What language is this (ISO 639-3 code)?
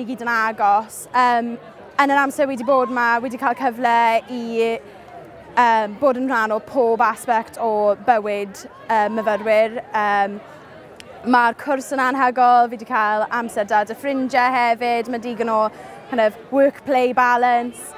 cym